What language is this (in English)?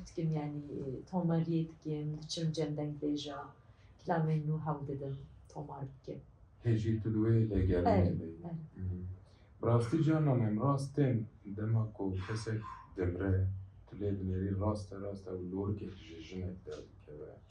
Kurdish